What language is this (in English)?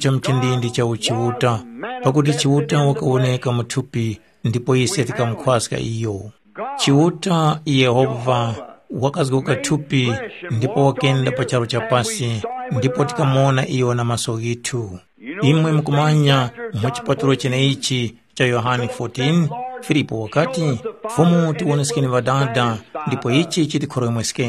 Tumbuka